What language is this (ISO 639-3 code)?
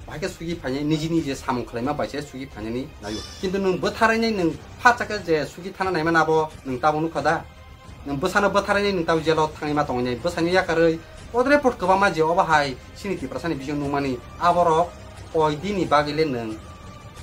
trp